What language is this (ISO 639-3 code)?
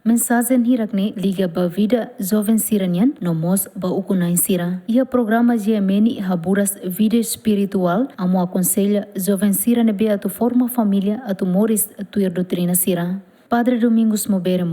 tet